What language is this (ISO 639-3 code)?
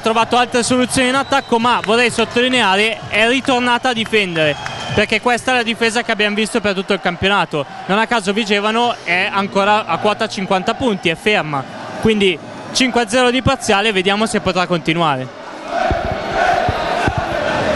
ita